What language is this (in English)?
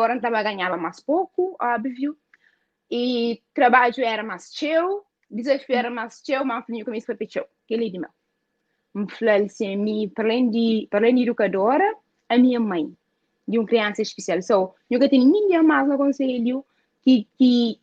Kabuverdianu